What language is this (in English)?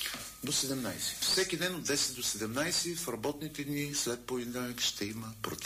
Bulgarian